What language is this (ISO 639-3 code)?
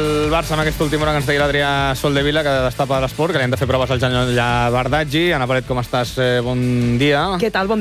cat